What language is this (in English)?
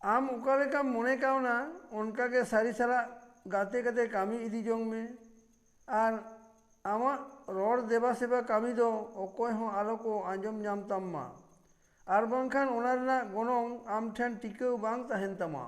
Santali